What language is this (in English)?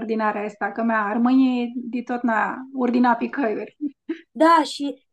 Aromanian